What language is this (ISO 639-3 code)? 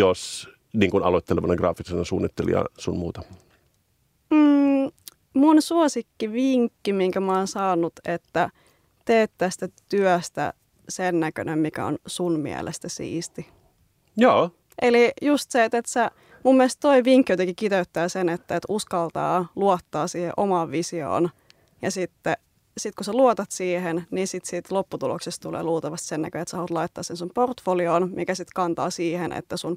fin